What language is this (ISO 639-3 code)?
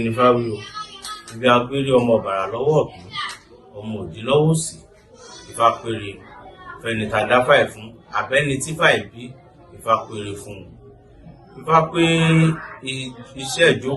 yor